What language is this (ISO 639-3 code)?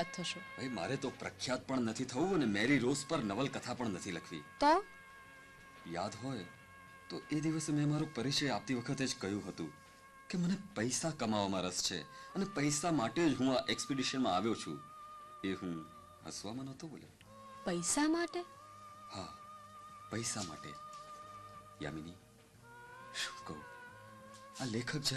guj